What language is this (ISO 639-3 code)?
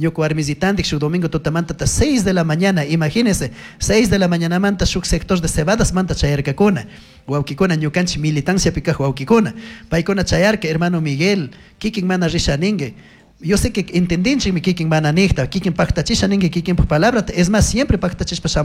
qug